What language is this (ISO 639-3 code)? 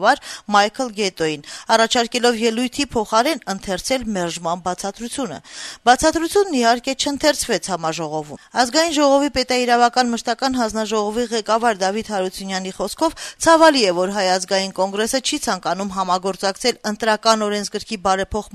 hye